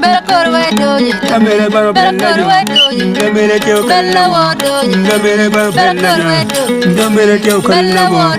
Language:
Acoli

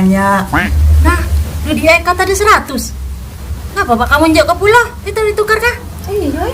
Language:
Musi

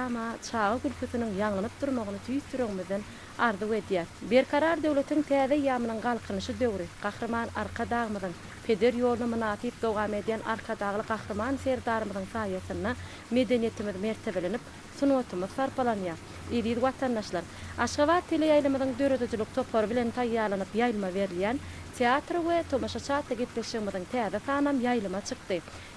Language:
Turkmen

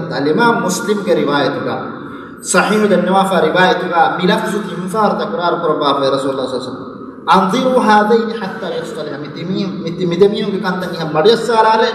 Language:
Divehi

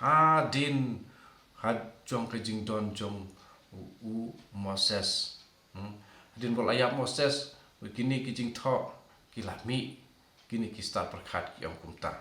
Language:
Khasi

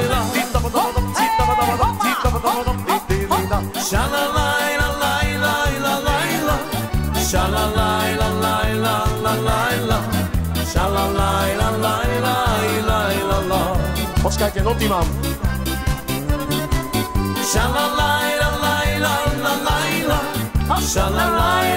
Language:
Slovak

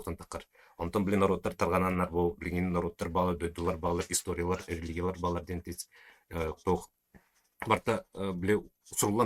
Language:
Yakut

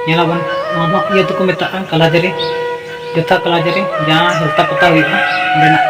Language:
Santali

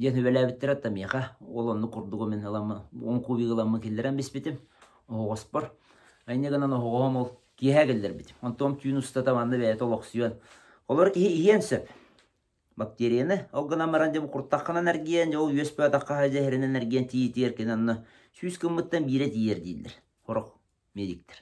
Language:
Yakut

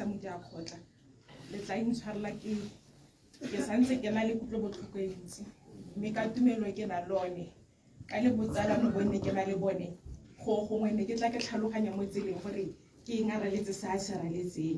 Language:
Tswana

